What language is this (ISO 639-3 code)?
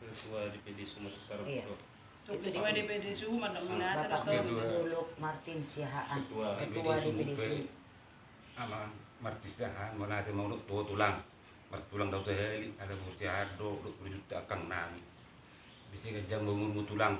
bbc